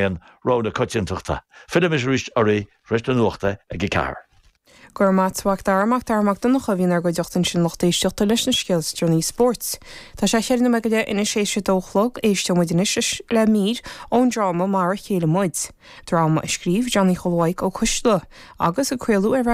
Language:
Irish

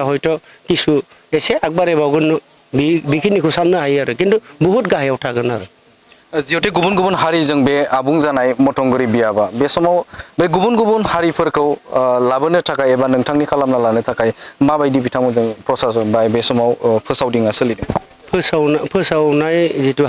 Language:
Bodo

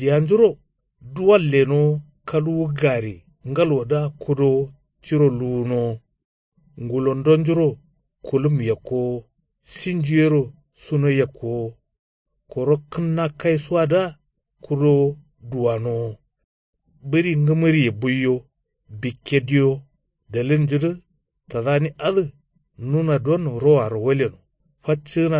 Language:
Kanuri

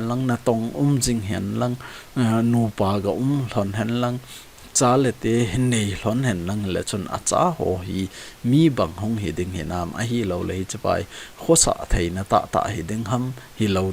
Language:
Thado Chin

